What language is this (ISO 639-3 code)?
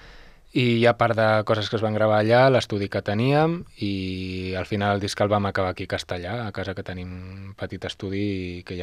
cat